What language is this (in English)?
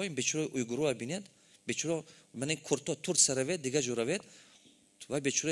Tajik